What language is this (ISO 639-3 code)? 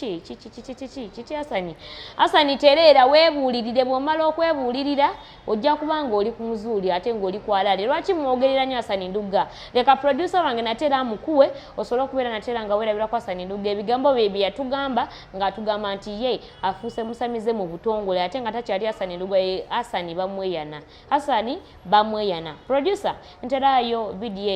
lug